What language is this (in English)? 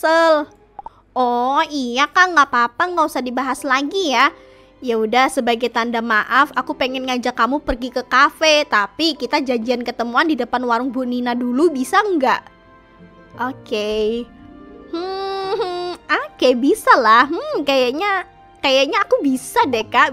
Indonesian